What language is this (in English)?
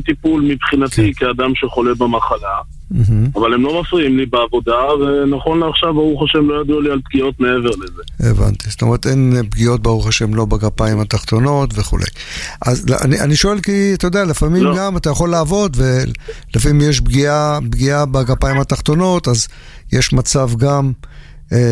Hebrew